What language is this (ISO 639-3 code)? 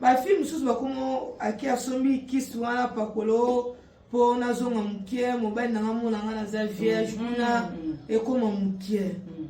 lin